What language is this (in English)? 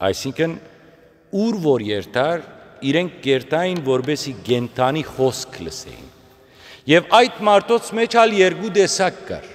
Western Armenian